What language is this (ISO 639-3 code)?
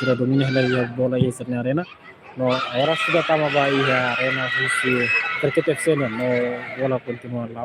tet